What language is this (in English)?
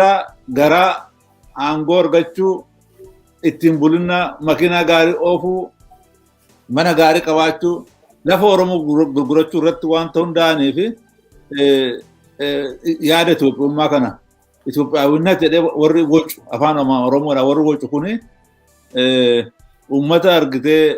Oromo